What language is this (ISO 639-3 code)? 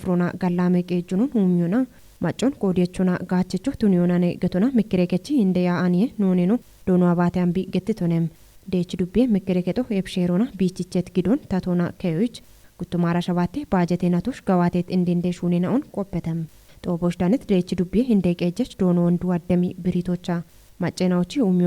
kbr